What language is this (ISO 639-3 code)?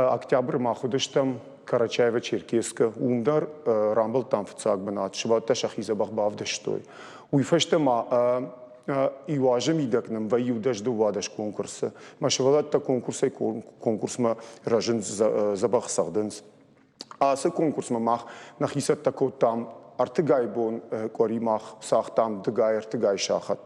oss